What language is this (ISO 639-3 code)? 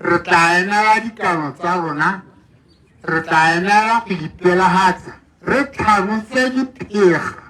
tsn